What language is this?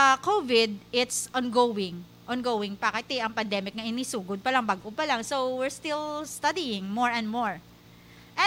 Hiligaynon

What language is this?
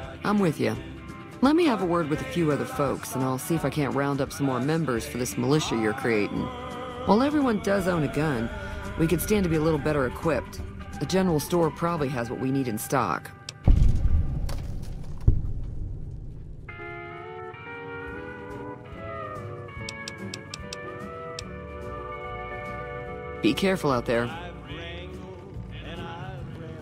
English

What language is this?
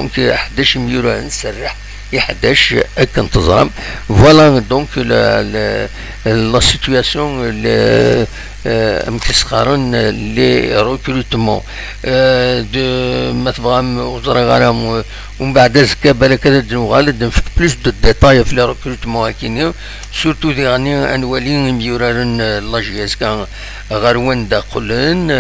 Kabyle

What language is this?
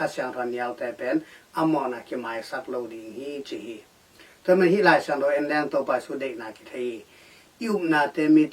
Tedim Chin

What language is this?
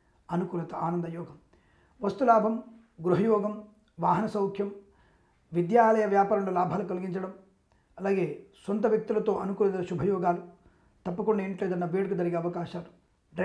Telugu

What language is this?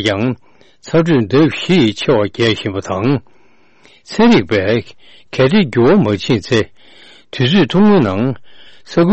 Tibetan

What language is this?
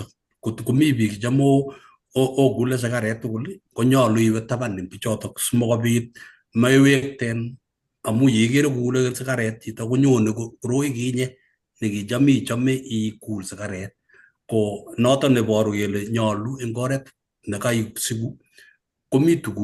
Kalenjin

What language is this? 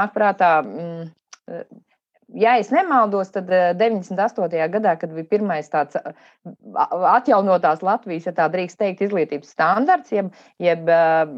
Latvian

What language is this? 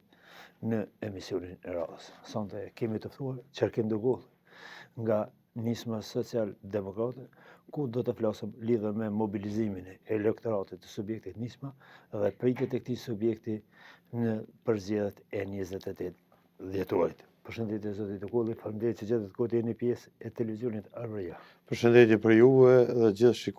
Albanian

